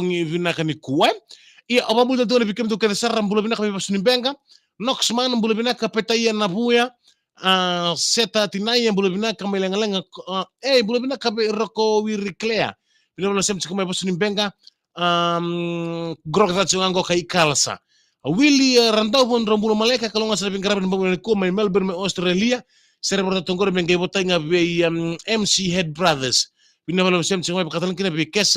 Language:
Fijian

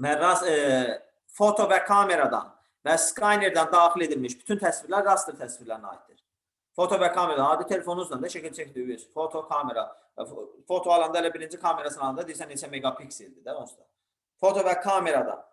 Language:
Azerbaijani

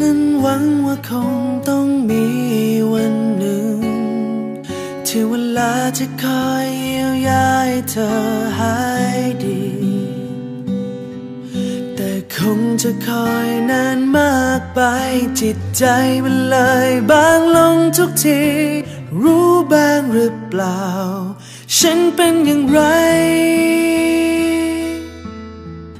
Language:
Thai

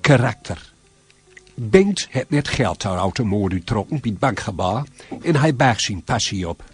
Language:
Gronings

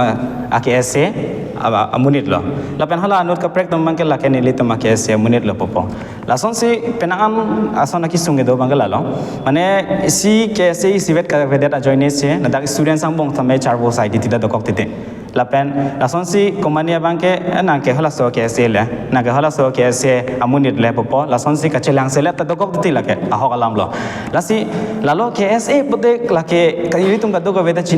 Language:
Karbi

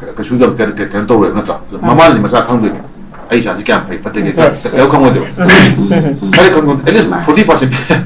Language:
Manipuri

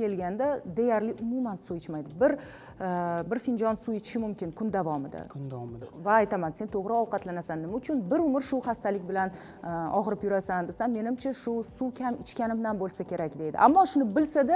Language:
Uzbek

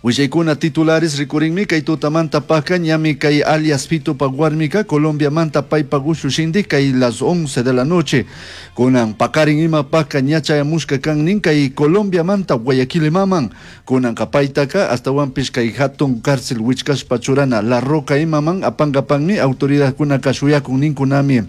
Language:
Chimborazo Highland Quichua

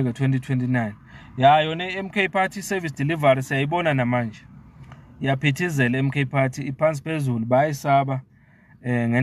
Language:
Zulu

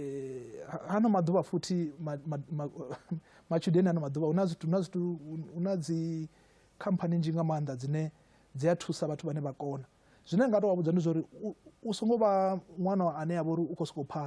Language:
Venda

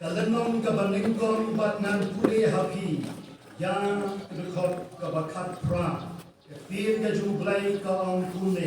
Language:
Khasi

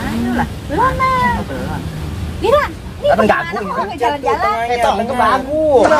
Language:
Betawi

